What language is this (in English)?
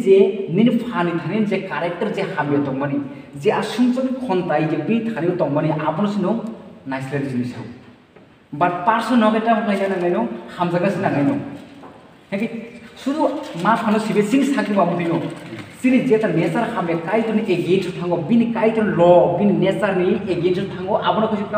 Kok Borok